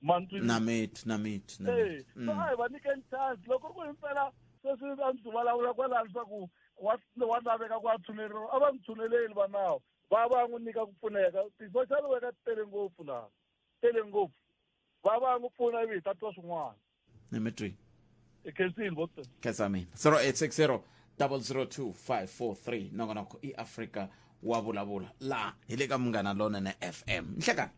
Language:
Tsonga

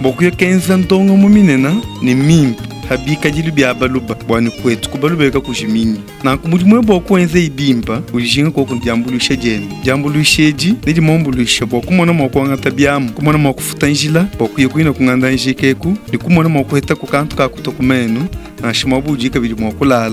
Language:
Luba-Lulua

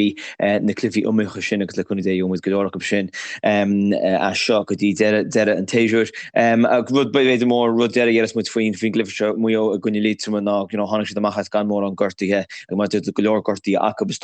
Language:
Irish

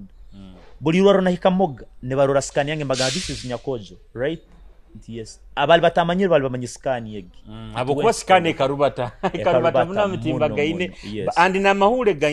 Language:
Nyoro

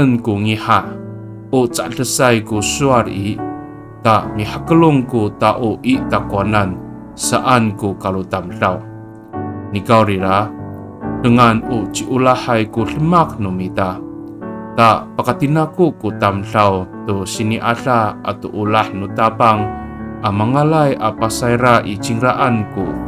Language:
Amis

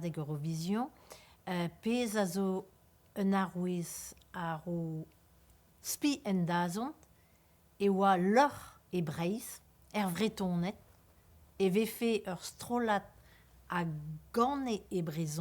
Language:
Breton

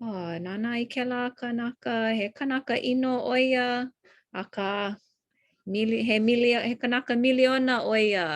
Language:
Hawaiian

